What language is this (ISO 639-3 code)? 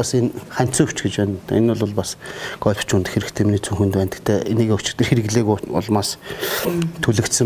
mon